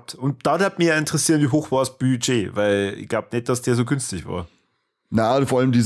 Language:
Bavarian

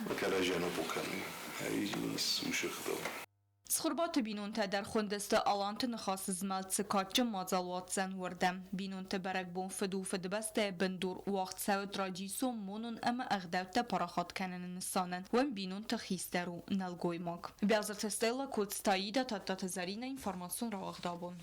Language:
Ossetic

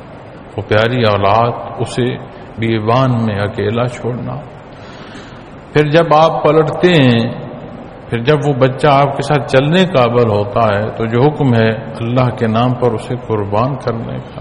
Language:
Urdu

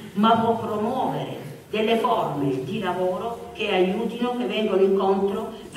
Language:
Italian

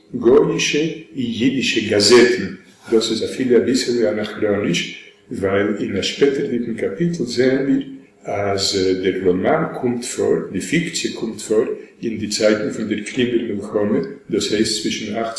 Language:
Yiddish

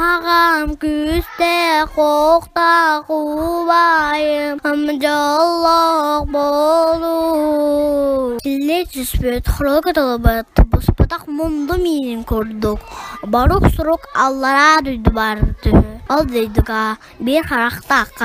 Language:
Yakut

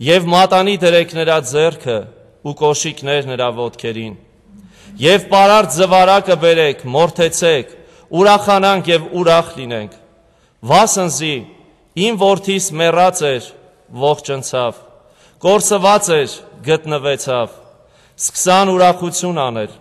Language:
Armenian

